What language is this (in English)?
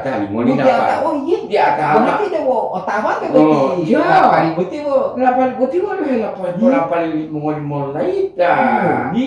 Gorontalo